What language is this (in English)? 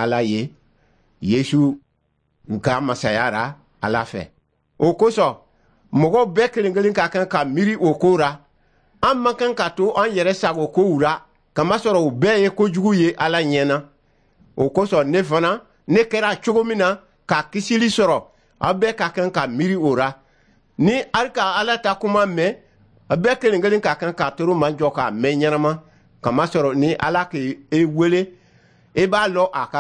Dyula